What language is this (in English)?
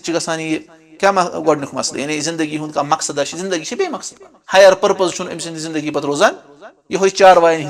Kashmiri